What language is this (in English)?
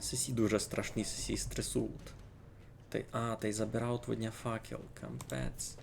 Rusyn